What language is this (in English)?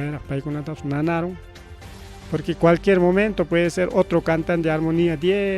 Ayacucho Quechua